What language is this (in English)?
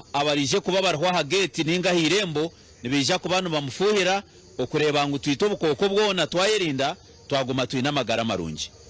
Nyankole